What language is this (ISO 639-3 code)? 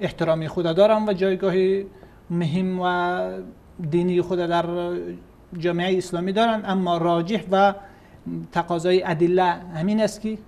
fas